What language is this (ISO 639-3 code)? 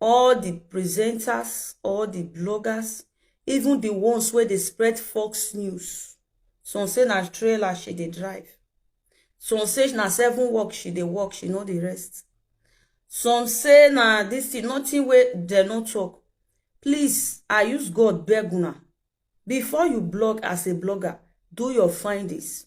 pcm